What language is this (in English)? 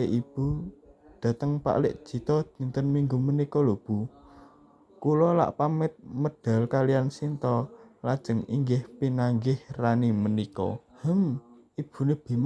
Javanese